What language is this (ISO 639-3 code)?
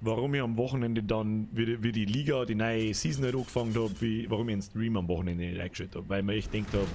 bar